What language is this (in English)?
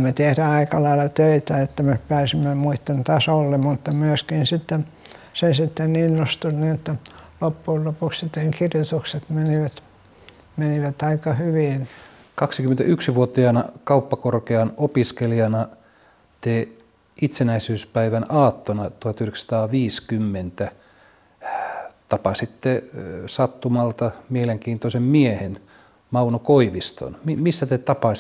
Finnish